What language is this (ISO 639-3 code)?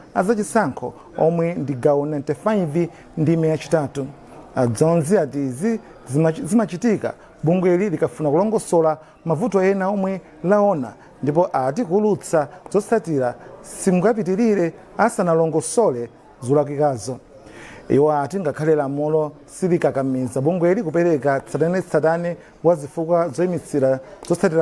nya